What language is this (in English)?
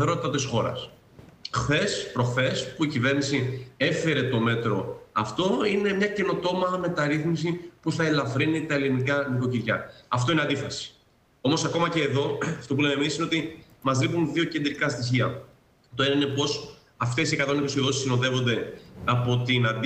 Greek